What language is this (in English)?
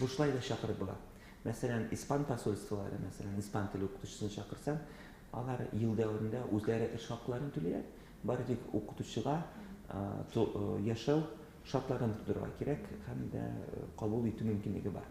Tatar